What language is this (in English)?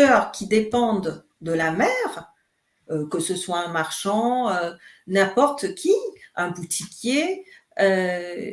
Morisyen